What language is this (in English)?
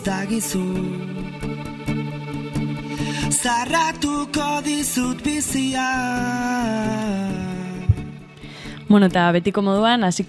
Basque